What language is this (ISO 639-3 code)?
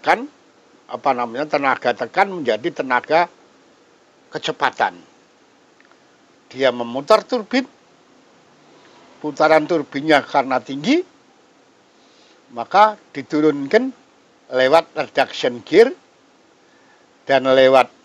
ind